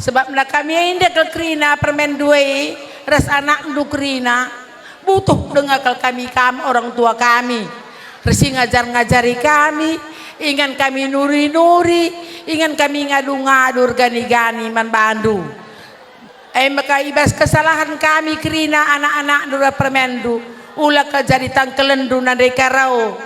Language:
Batak Karo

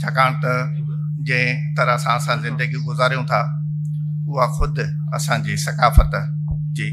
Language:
Sindhi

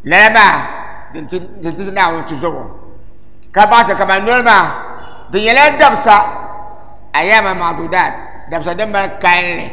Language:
Dagbani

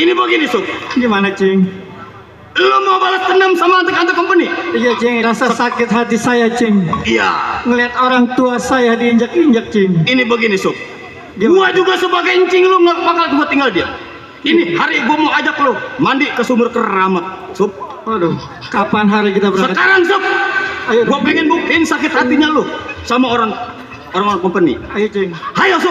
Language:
Betawi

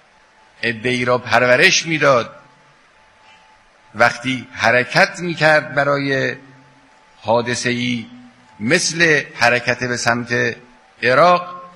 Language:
Persian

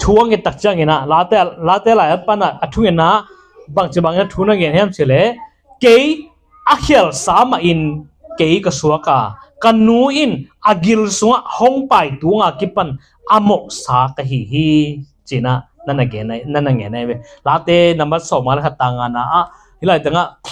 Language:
Tedim Chin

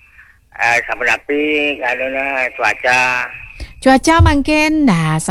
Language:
Balinese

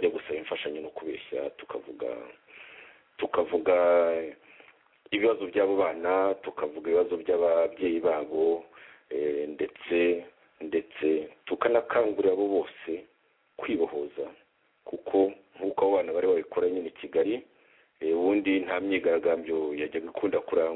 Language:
Kinyarwanda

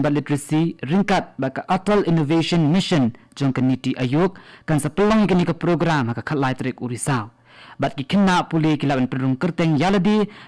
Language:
Khasi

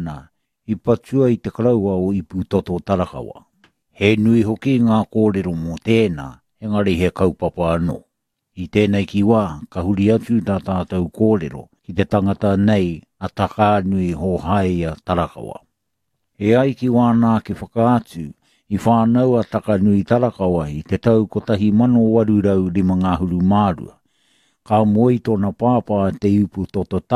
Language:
Māori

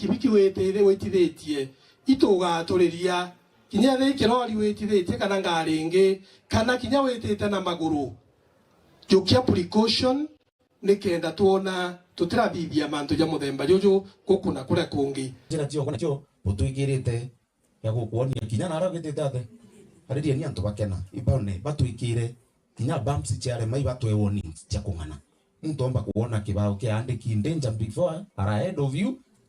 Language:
Meru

